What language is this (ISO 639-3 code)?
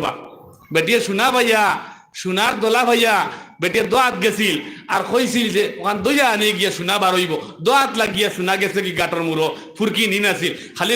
syl